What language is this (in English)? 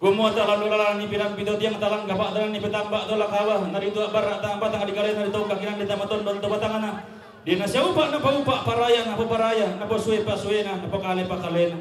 Toraja-Sa'dan